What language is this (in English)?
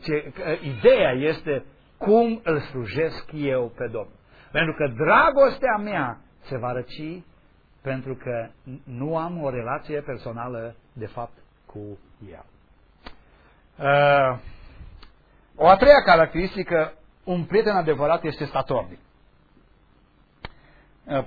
Romanian